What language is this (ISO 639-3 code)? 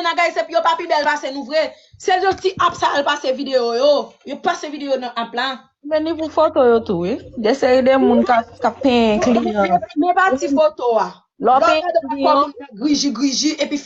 hat